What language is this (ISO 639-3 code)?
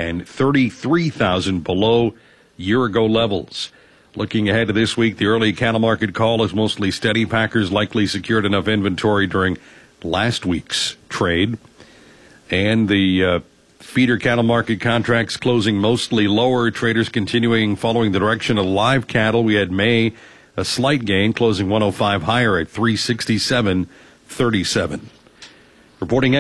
eng